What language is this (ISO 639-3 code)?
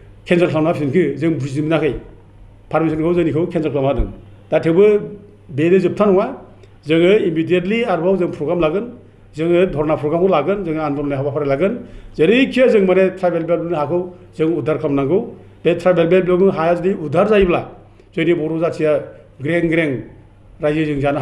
brx